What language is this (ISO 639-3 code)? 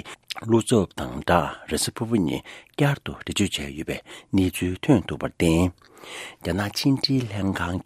bod